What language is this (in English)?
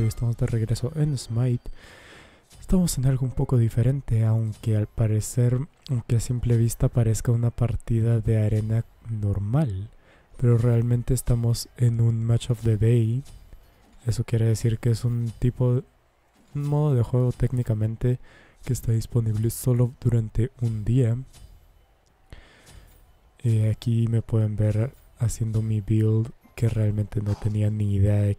Spanish